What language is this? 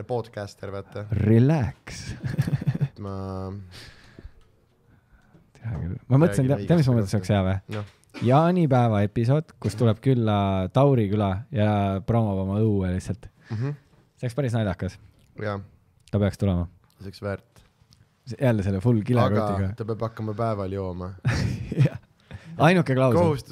Estonian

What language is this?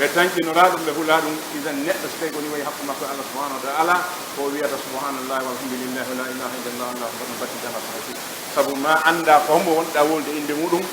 Fula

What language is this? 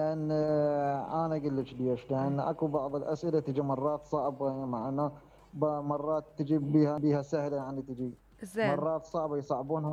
Mesopotamian Arabic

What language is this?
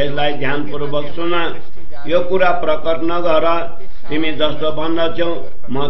Nepali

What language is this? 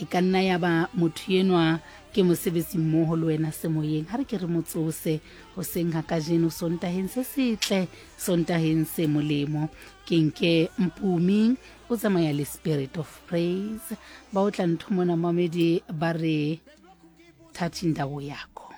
Southern Sotho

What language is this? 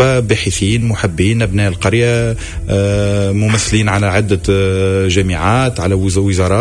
Tunisian Arabic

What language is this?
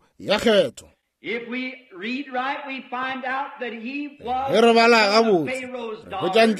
Northern Sotho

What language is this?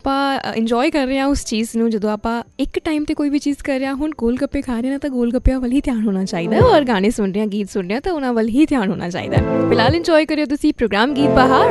Punjabi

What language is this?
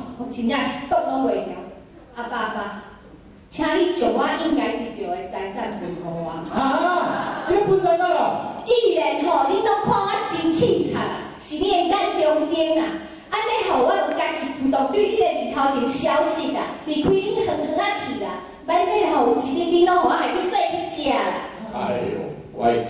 Min Nan Chinese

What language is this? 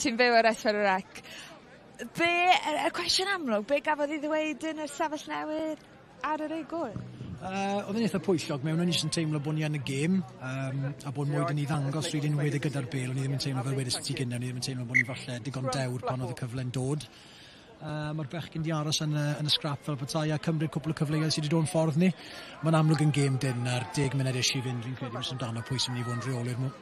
Welsh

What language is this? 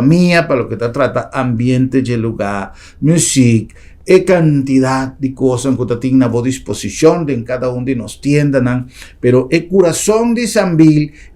Papiamento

